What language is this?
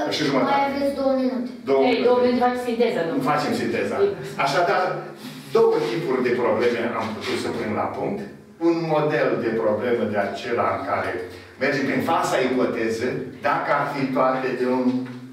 Romanian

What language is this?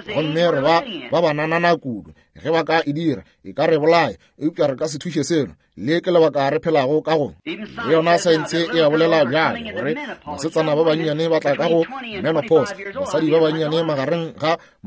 Northern Sotho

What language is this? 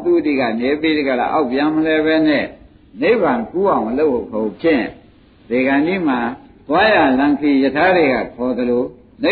Burmese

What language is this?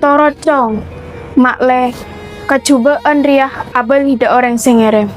Madurese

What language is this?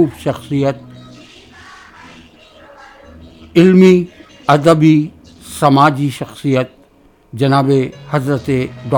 Urdu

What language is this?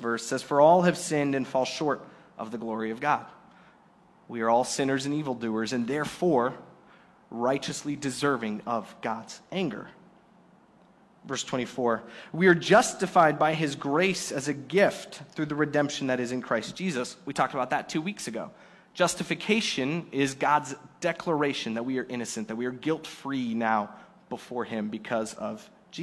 English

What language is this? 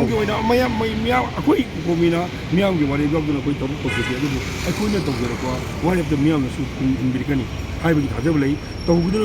Manipuri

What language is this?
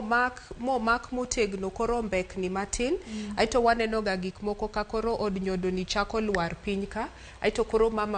Luo (Kenya and Tanzania)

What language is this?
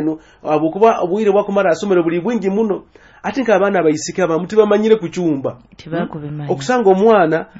Nyoro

